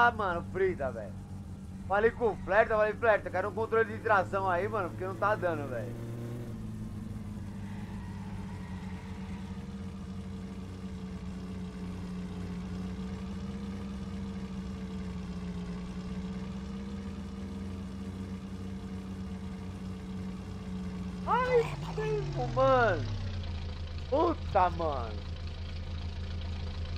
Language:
Portuguese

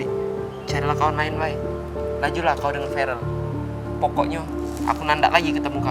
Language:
Musi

